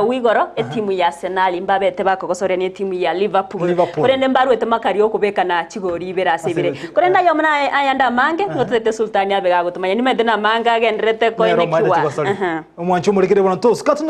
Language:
Gusii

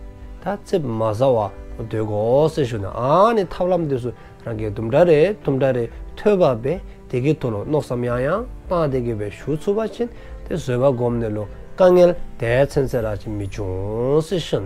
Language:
Dzongkha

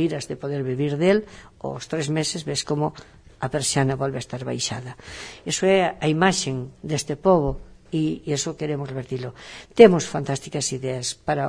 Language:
Galician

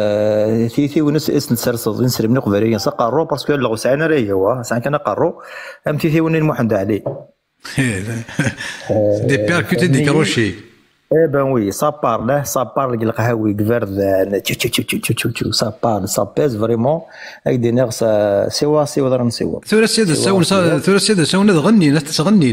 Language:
Kabyle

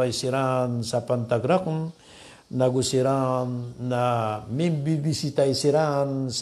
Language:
Maranao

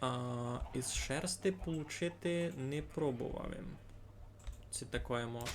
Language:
Rusyn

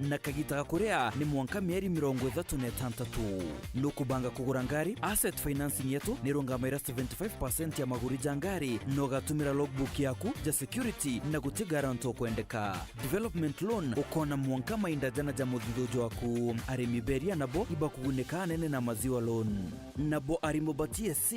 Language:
Meru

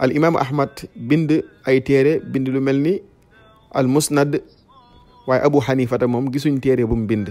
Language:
Wolof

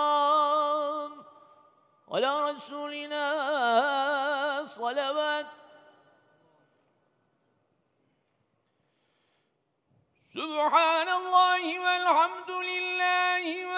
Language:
Arabic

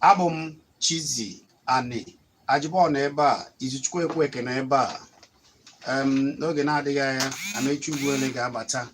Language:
Igbo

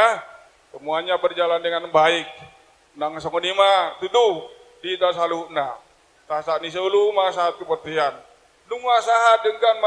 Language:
Batak Toba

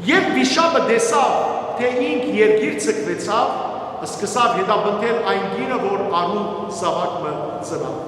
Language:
Western Armenian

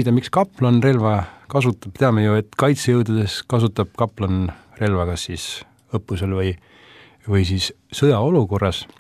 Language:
Estonian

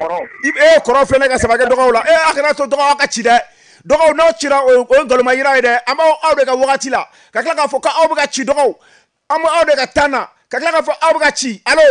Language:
Bambara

